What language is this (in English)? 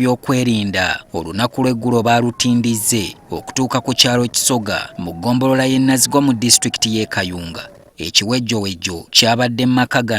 Ganda